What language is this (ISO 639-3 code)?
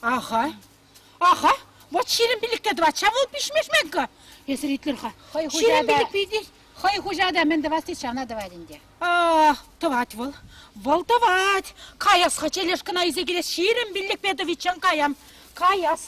chv